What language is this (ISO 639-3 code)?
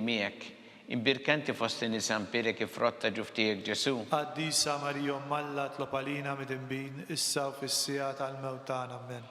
mlt